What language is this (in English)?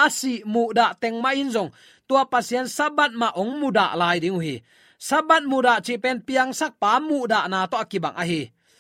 Tedim Chin